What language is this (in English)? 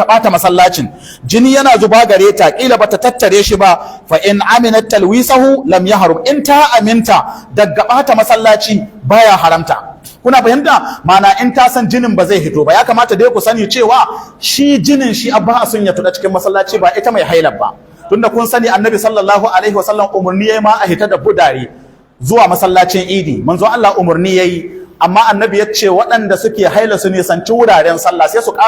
Hausa